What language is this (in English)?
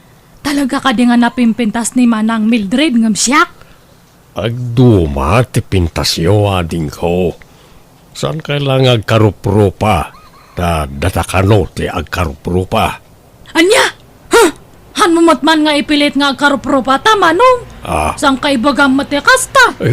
Iloko